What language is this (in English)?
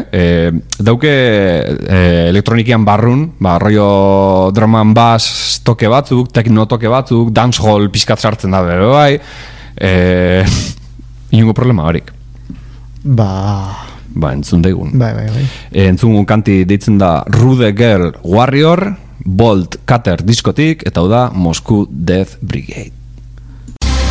Basque